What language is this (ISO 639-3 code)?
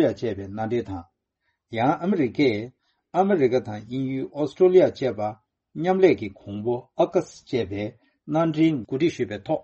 bod